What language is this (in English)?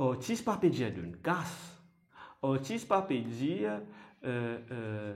Morisyen